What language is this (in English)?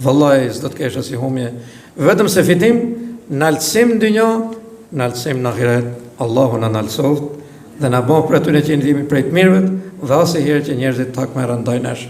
Albanian